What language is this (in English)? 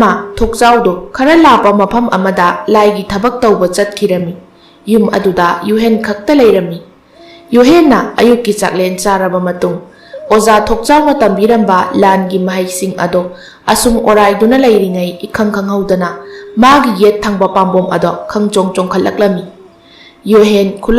Manipuri